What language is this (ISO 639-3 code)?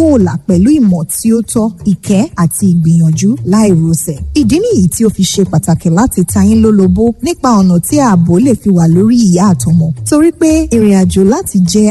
yor